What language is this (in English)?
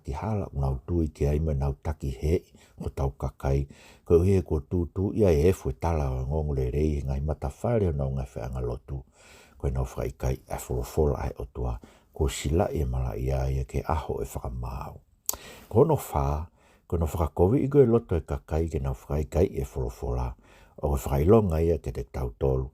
Tongan